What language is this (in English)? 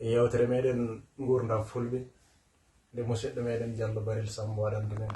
Fula